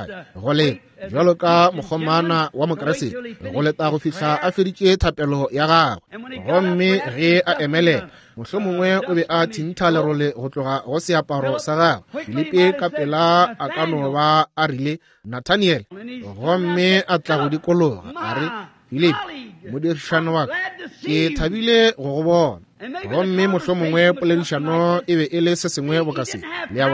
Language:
Northern Sotho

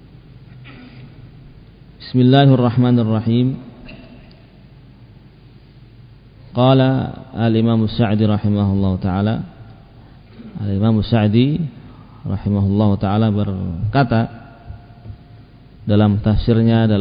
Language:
Indonesian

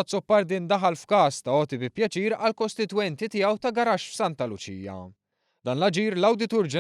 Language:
Maltese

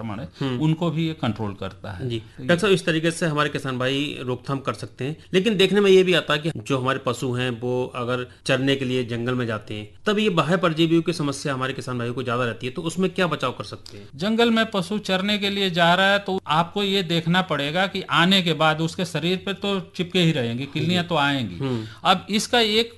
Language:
Hindi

